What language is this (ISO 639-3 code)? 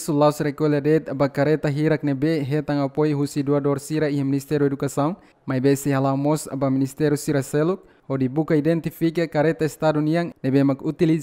tet